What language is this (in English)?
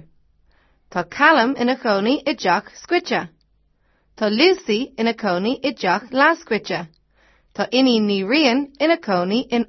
Irish